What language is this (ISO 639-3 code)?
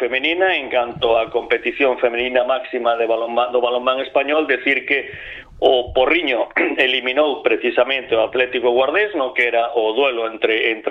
glg